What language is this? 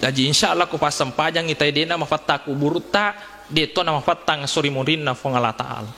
Buginese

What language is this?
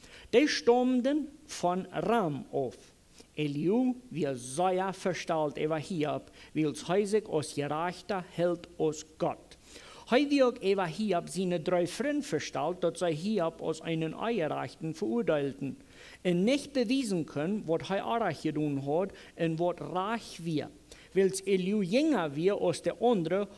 Plautdietsch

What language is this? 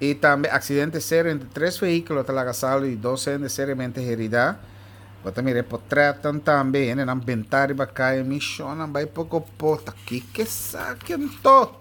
Papiamento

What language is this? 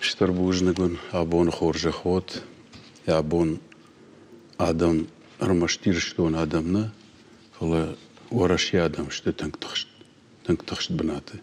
Ossetic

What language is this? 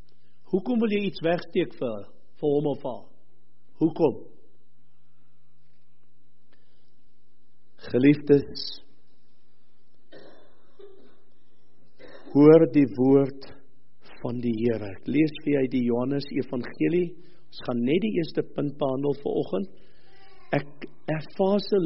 Afrikaans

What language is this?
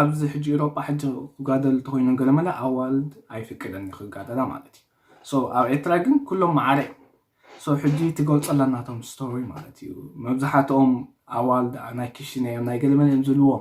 Tigrinya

